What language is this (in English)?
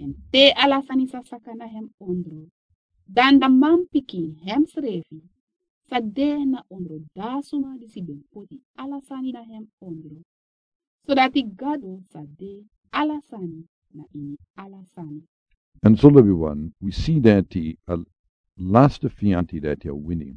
Sranan Tongo